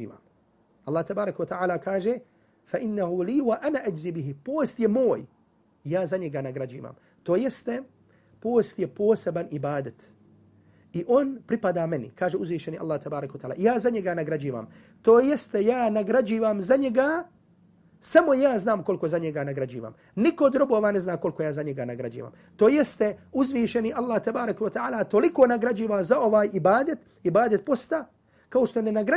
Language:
Bosnian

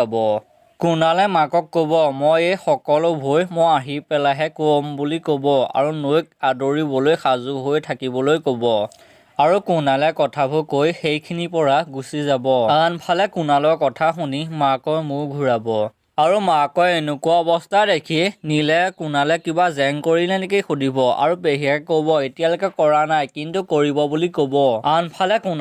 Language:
Assamese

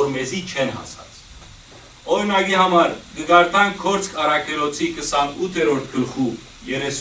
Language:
Western Armenian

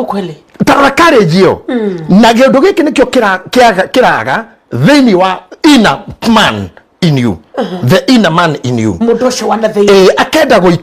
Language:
Kikuyu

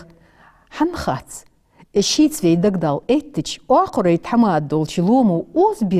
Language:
Ingush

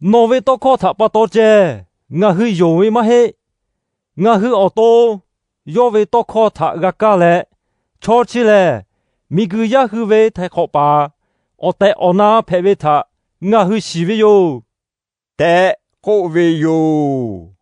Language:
Lahu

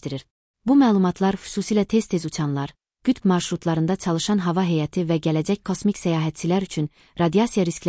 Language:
Azerbaijani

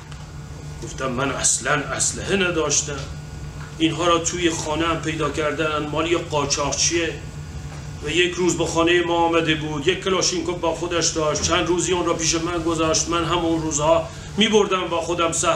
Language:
Persian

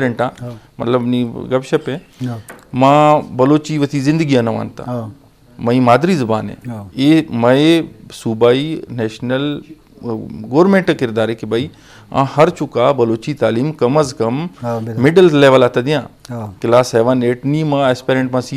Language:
Eastern Balochi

